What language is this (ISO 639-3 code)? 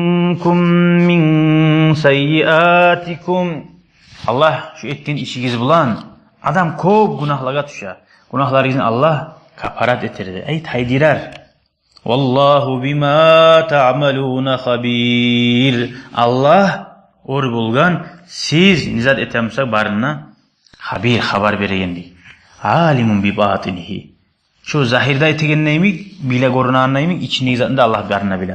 kum